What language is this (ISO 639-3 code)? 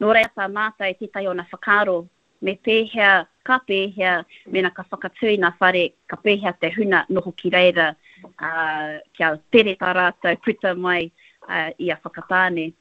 mri